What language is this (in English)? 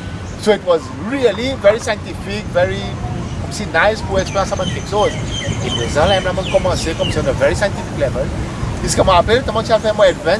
Seselwa Creole French